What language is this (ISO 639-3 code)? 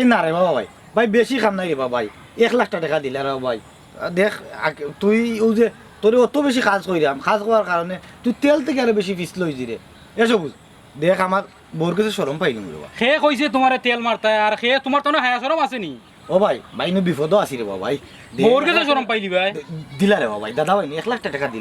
syl